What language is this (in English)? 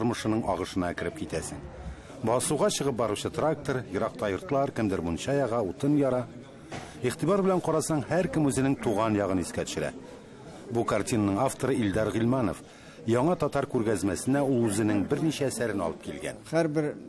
Tatar